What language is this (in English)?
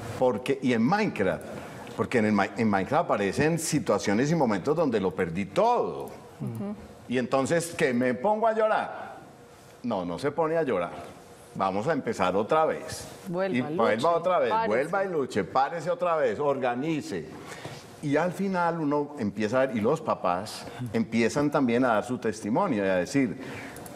Spanish